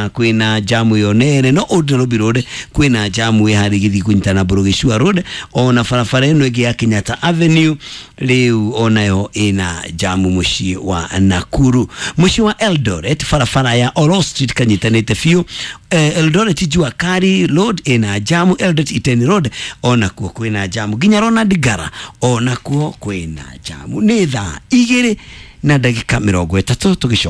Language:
Kikuyu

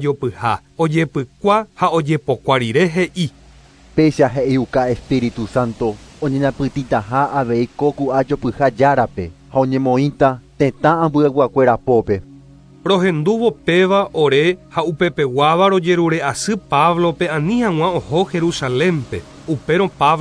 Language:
Guarani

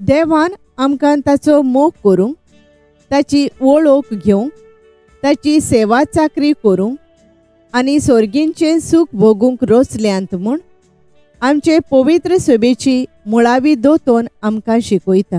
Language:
Konkani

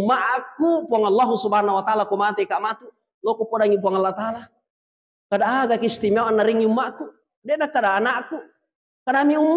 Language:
Buginese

